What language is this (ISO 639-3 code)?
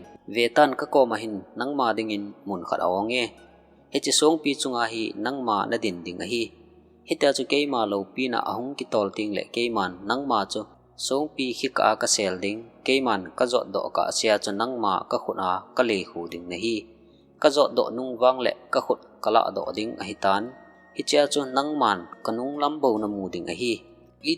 tcz